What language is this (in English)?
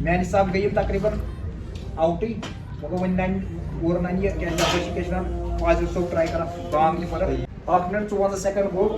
Kashmiri